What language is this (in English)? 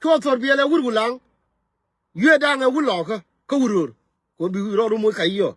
Nuer